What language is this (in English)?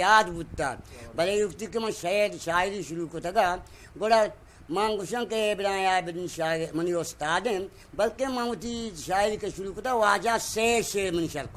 Eastern Balochi